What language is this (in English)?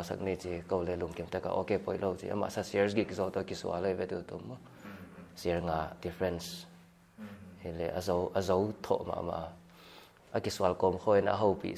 Paite Chin